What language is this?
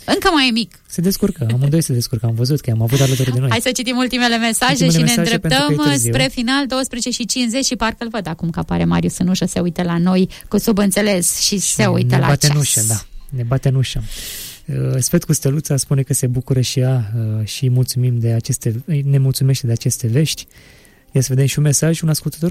Romanian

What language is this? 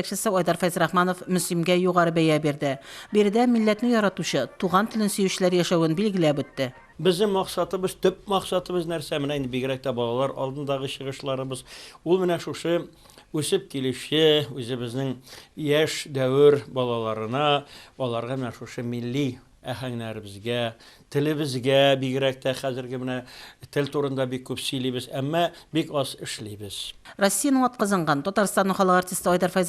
Tatar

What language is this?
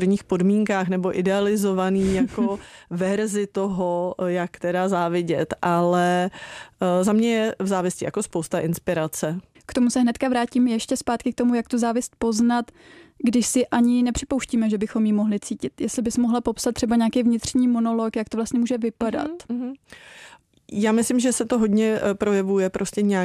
Czech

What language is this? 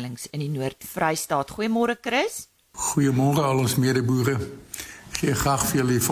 Afrikaans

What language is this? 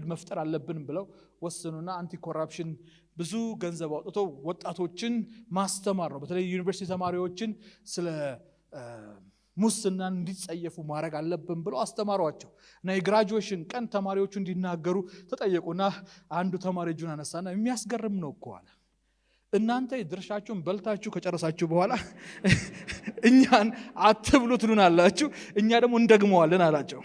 Amharic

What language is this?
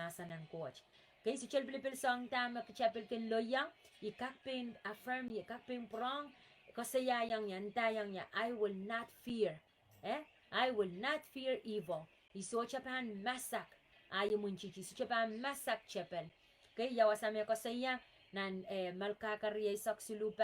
Pohnpeian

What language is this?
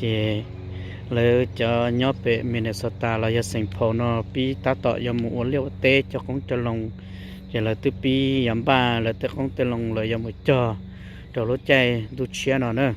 Hmong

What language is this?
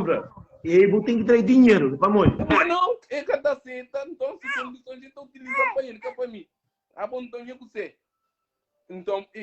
Kabuverdianu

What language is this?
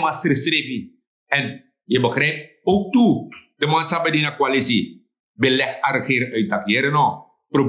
Sranan Tongo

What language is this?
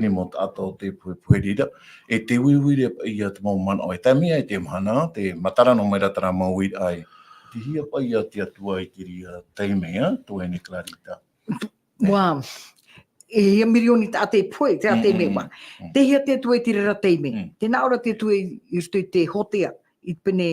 Tahitian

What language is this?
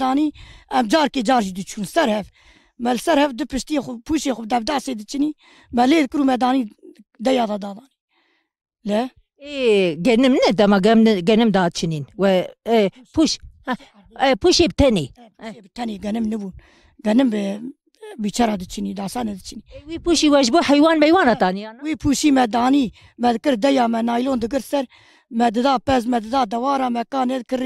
Kurdish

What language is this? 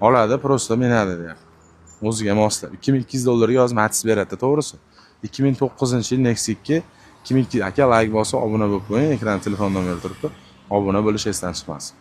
Uzbek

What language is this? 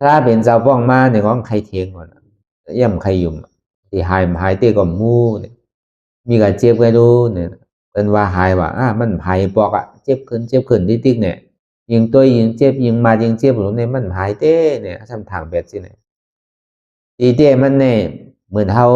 Shan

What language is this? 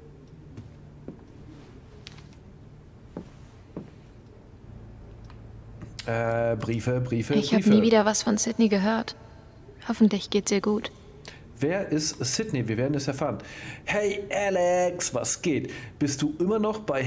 German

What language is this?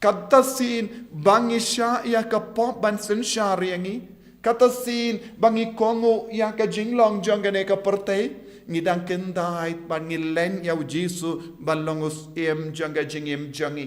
Khasi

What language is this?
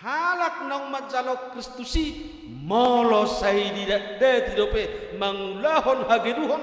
Batak Toba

